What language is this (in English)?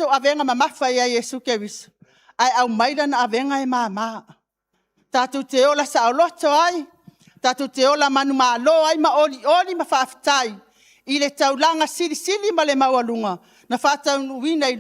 Samoan